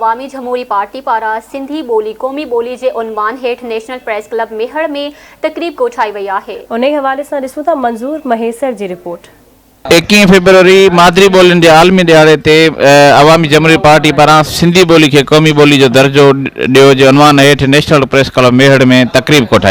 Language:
Sindhi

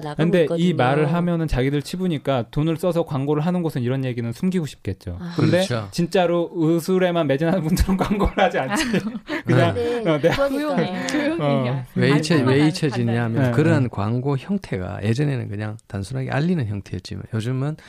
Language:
Korean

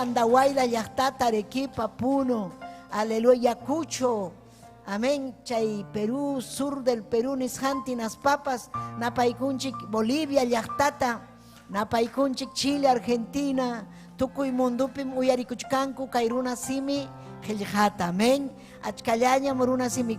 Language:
Ayacucho Quechua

